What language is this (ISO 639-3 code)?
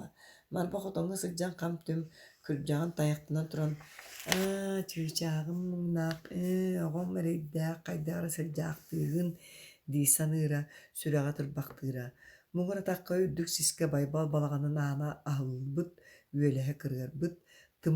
sah